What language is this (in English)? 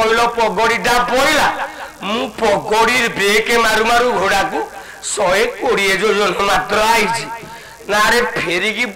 Odia